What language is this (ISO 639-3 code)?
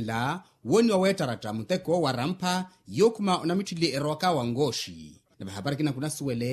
vmw